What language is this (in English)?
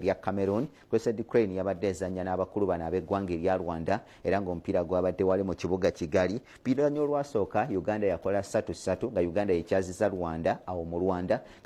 Ganda